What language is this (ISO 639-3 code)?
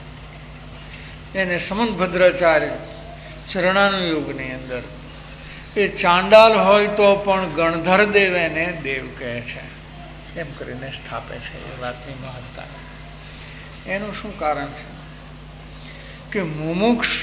guj